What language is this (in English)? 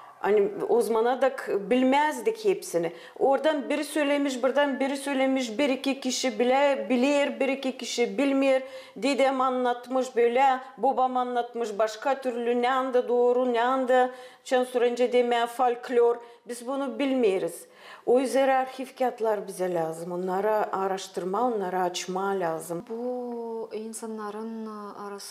Gagauz